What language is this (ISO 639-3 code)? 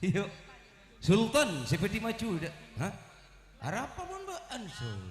mad